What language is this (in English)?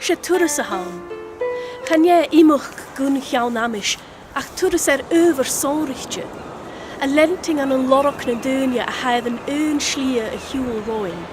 Scottish Gaelic